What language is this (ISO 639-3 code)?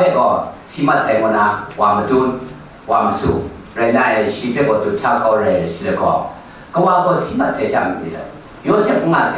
kac